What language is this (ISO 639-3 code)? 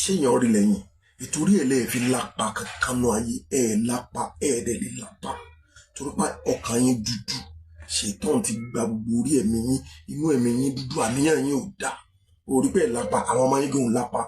yor